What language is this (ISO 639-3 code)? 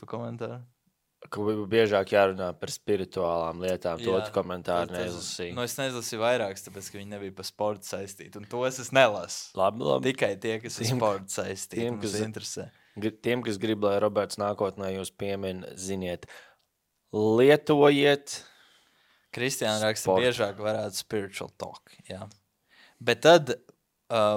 lav